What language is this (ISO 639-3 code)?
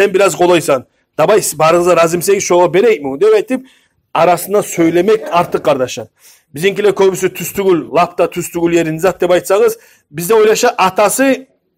kum